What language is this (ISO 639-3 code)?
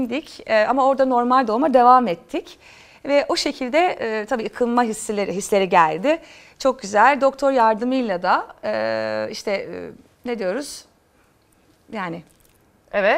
tur